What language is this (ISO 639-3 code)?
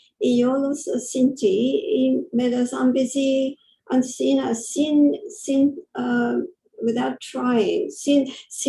lad